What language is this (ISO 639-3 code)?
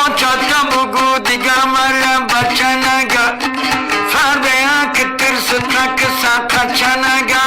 tgk